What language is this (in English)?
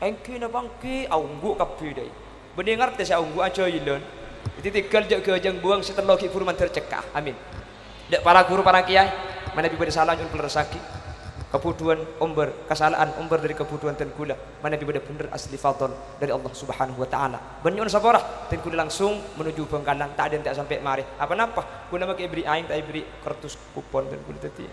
Madurese